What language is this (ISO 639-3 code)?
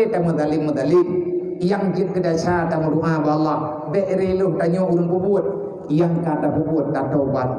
ace